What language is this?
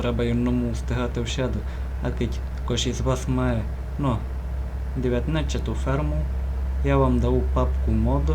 Rusyn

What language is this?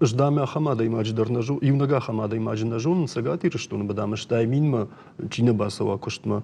Ossetic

